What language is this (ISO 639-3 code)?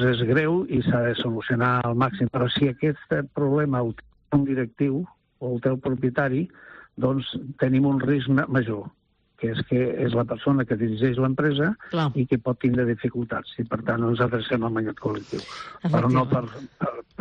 cat